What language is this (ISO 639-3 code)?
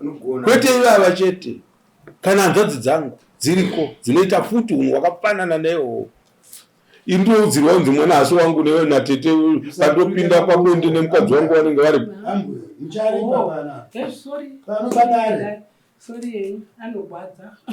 sna